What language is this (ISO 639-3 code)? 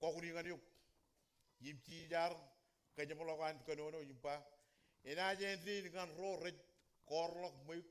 mah